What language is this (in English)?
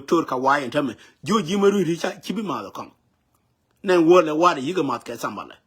Nuer